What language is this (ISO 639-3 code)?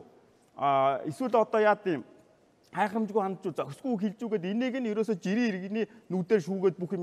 mon